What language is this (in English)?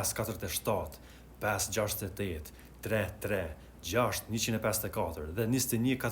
Albanian